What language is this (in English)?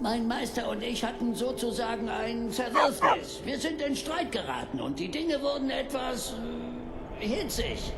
Bavarian